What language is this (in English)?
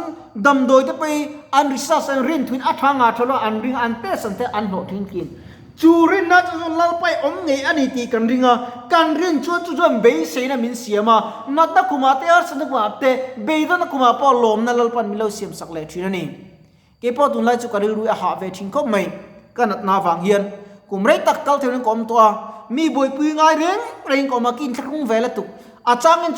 Mizo